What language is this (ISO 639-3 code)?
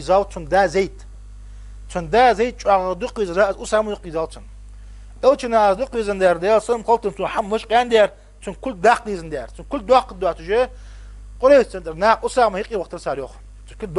inh